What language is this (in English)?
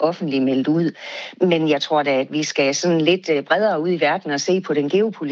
Danish